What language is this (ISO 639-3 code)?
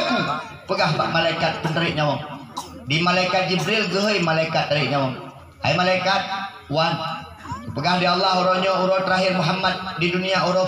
ace